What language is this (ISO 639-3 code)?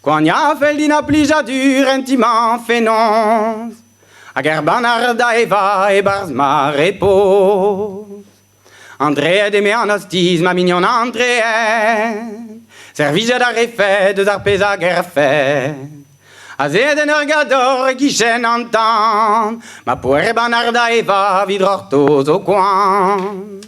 bre